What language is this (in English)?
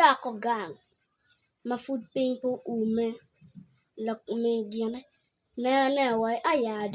Acoli